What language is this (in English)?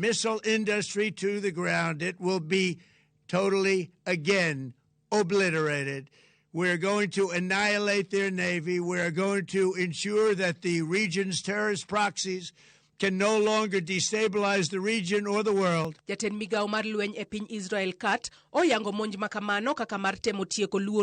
Luo (Kenya and Tanzania)